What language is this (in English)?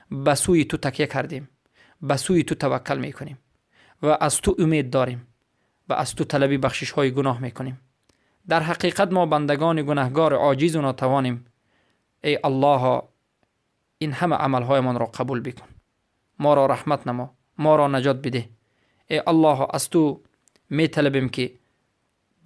Persian